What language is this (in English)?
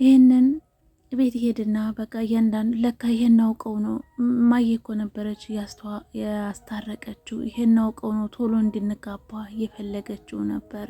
Amharic